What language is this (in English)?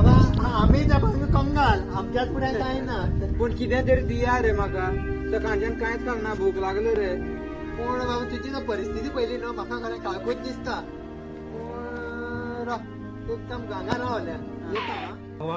Konkani